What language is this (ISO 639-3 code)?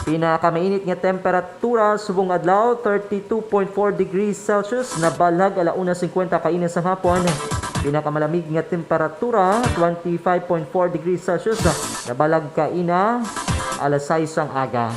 hil